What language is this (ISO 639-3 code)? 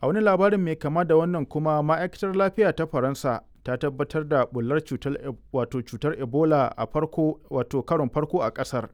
hau